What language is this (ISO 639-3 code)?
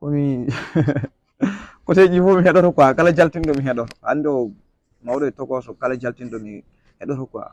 ful